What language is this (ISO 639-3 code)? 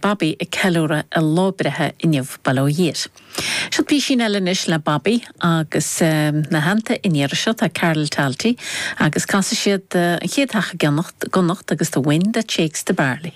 gle